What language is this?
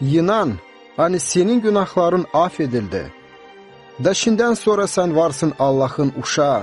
Gagauz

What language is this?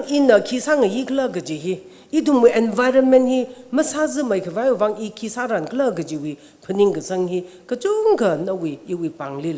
Tangkhul Naga (India)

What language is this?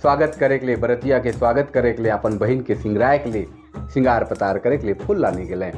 Sadri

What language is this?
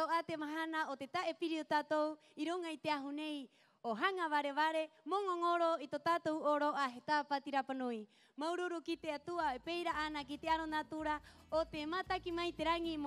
Rapanui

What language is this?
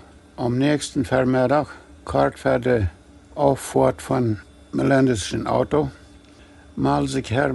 Plautdietsch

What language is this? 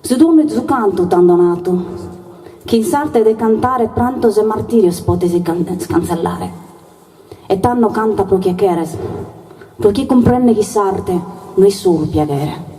Sardinian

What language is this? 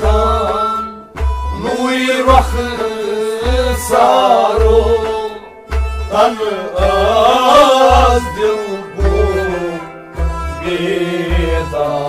Kashmiri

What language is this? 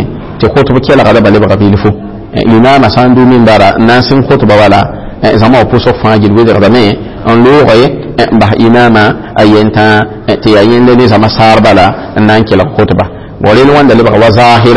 Mossi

